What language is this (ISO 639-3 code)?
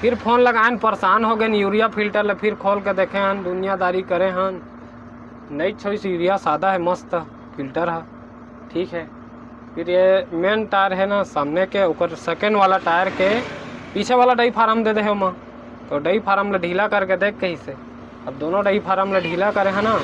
hne